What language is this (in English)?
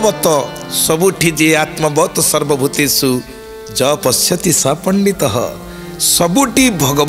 Odia